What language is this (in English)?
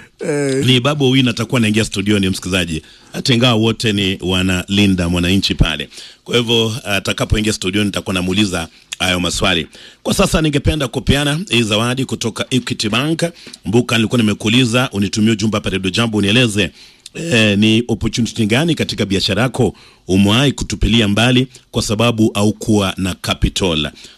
Swahili